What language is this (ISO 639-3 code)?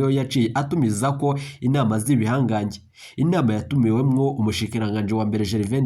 run